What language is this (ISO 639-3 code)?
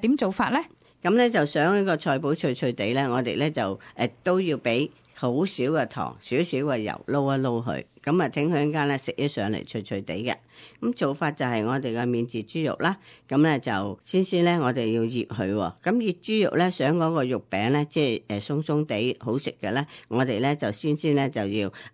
yue